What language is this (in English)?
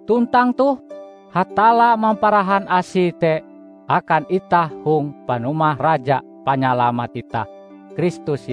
Ngaju